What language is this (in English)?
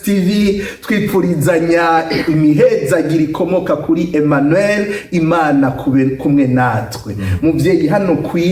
Rundi